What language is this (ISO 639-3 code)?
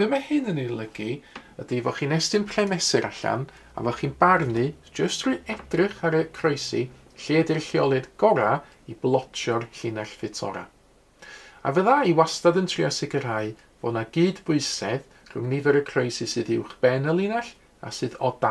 cym